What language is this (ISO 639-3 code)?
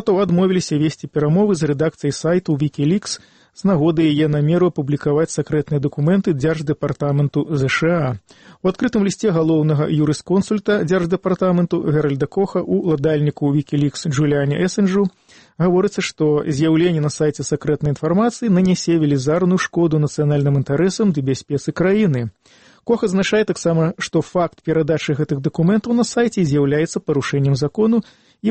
bel